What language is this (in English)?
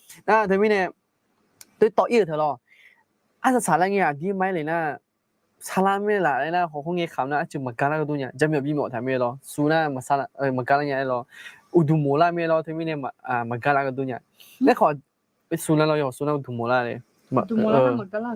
Akha